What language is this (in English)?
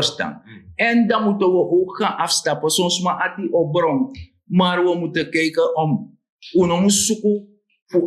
Sranan Tongo